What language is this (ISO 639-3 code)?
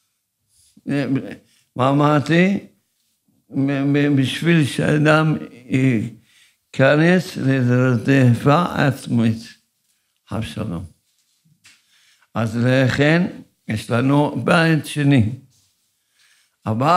heb